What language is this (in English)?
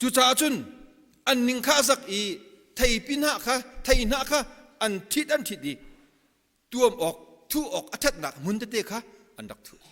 Hakha Chin